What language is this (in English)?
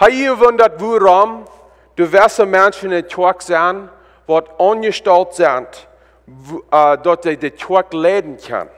Plautdietsch